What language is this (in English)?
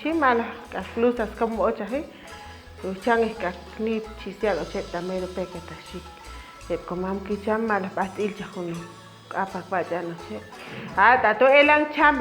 Chuj